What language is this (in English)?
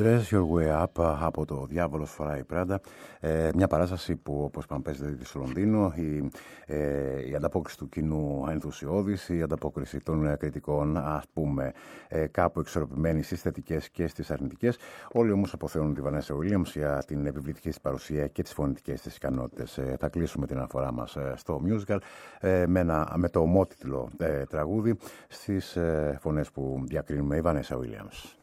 Greek